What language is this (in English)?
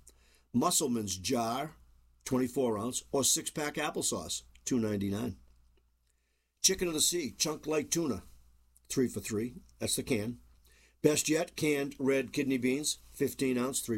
English